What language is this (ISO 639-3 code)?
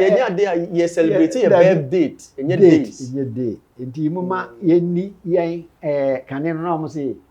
aka